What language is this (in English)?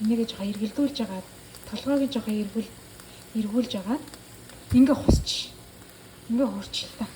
Mongolian